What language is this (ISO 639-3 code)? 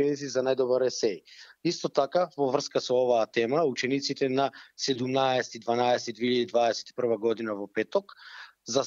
mkd